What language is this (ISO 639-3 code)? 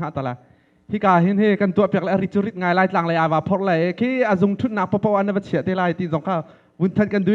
cnh